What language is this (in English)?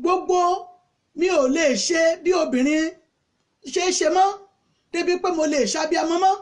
Yoruba